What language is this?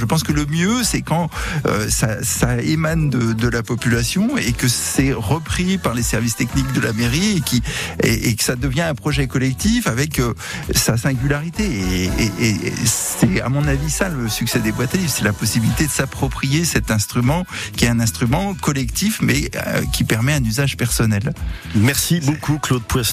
French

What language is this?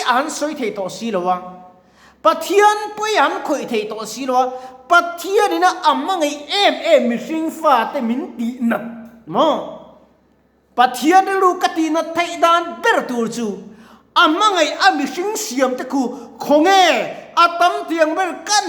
Mizo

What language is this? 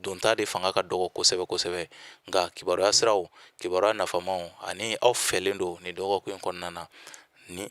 Bambara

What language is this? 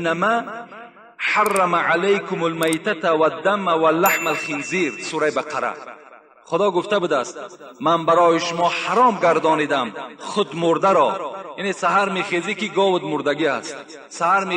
Tajik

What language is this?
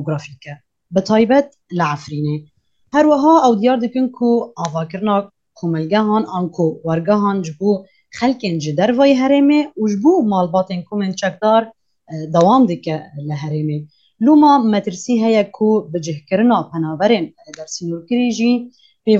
Kurdish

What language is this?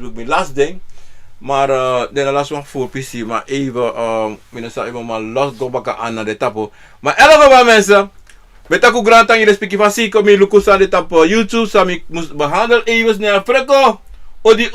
Sranan Tongo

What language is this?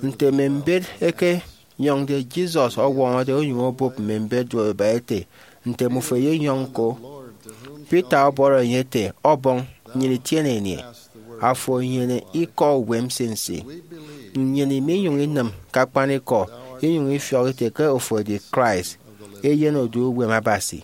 Efik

